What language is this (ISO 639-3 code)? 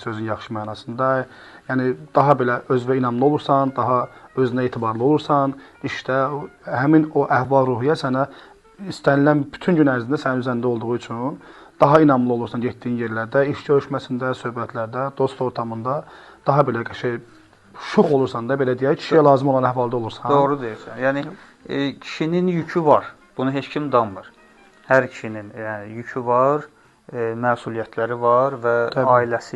aze